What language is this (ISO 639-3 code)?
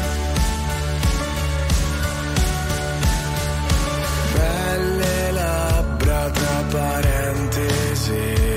ita